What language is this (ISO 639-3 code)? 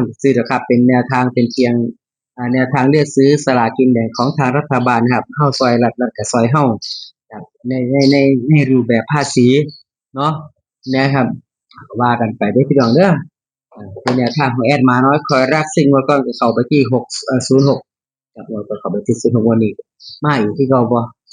tts